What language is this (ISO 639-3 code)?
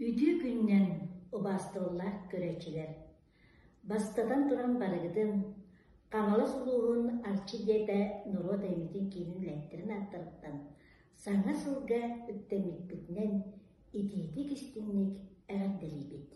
sah